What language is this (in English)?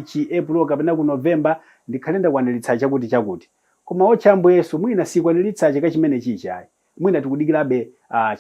Nyanja